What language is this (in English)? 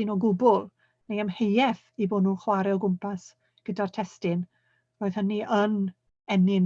Welsh